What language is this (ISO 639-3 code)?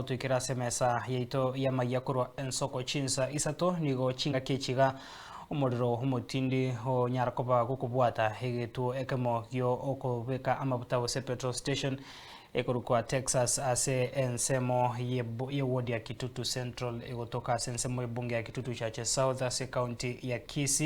guz